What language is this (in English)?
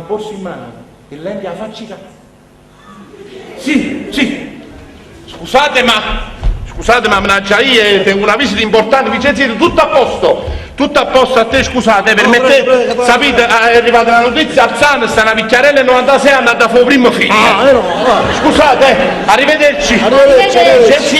Neapolitan